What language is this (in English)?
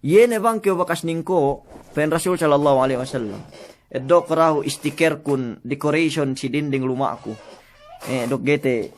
Yakan